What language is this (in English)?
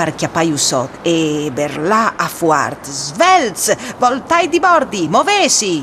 Friulian